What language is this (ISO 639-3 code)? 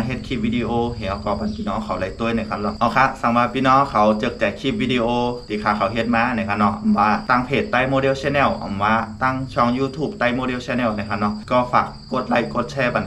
shn